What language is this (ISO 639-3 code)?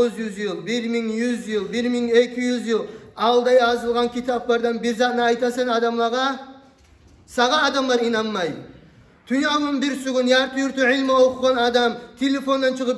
kum